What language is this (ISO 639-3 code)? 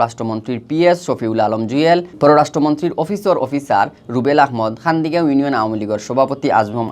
syl